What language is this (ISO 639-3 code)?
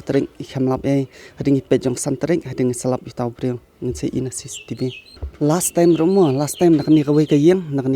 kha